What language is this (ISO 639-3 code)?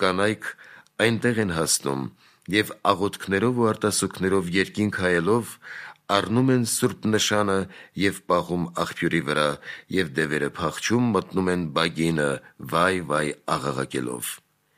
hye